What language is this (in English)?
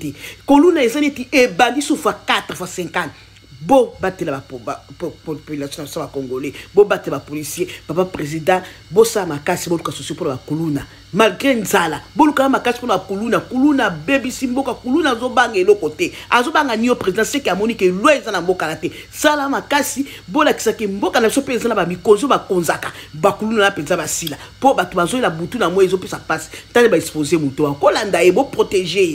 Lingala